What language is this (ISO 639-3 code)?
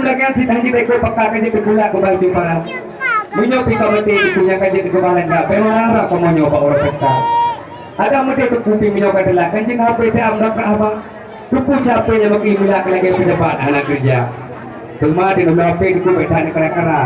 ace